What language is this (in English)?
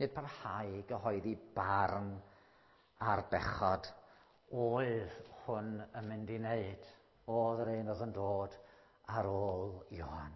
Welsh